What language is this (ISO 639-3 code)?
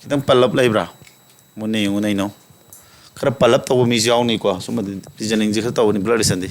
mni